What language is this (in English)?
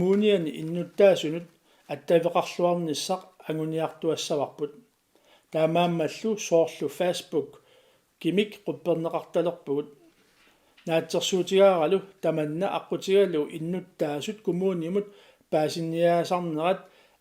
Kalaallisut